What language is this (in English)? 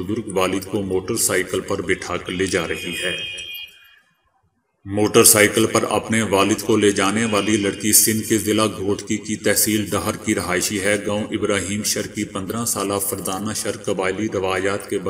Urdu